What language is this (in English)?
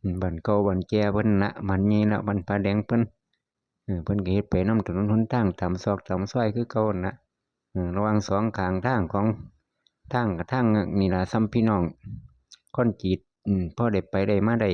Northeastern Thai